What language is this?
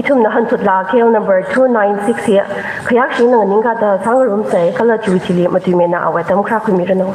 Tangkhul Naga (India)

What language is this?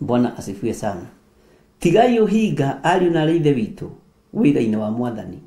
Kikuyu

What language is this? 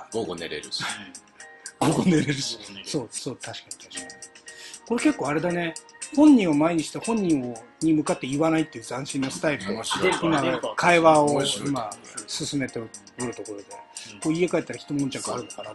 Japanese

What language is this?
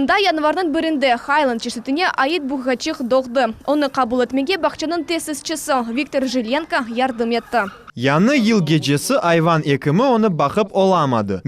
Crimean Tatar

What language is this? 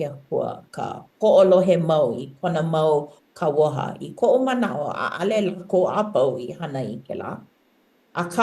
Hawaiian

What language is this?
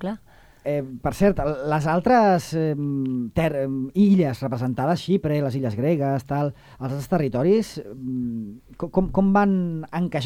Catalan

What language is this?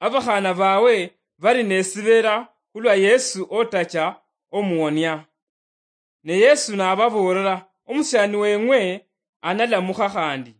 Luyia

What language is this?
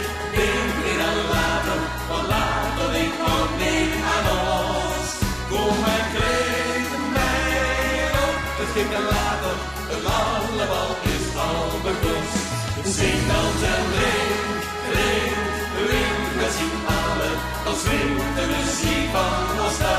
Limburgish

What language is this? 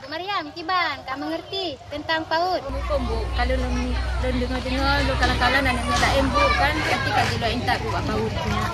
Achinese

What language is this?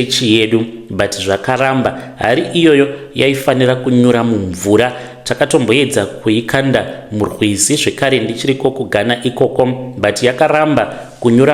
Shona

